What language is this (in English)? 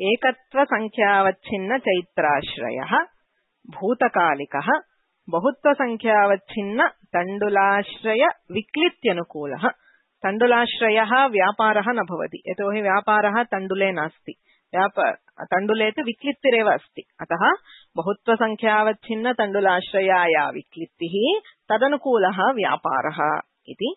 Sanskrit